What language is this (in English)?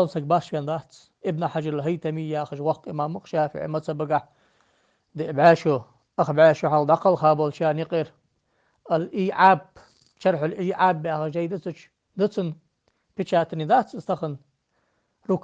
Ingush